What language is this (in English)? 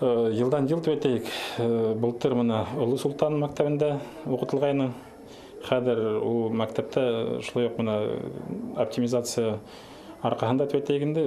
Bashkir